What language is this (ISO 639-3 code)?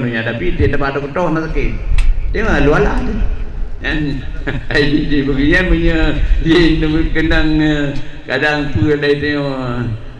ace